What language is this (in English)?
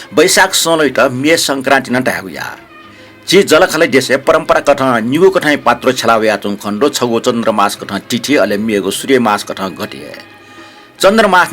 Newari